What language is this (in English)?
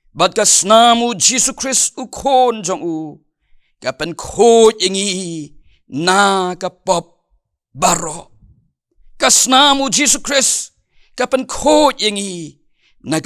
Khasi